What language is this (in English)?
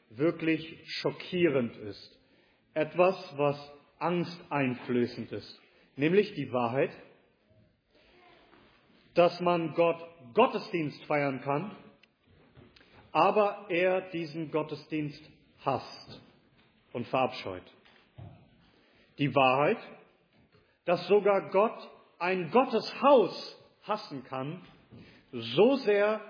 German